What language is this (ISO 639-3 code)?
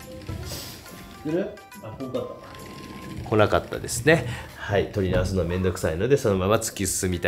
jpn